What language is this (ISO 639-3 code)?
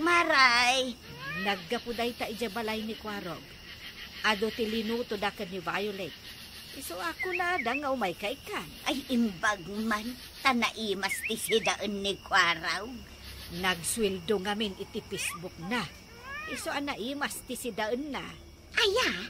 ilo